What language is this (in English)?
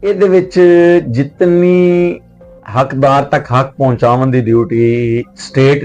Western Panjabi